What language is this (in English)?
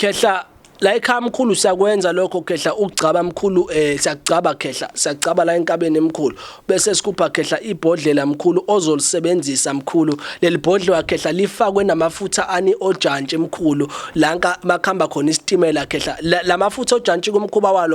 Zulu